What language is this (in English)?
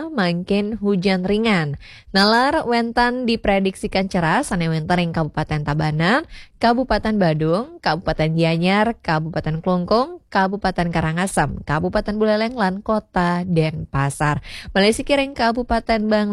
Balinese